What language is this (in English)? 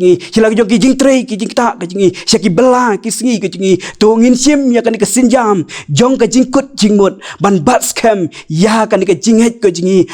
Khasi